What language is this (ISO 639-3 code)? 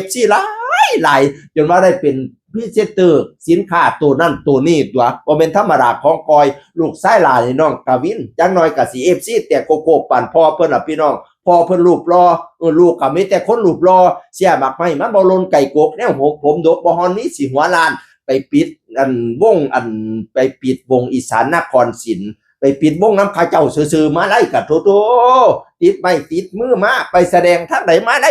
tts